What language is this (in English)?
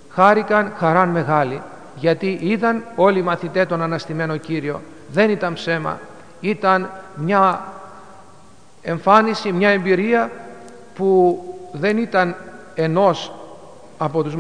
Greek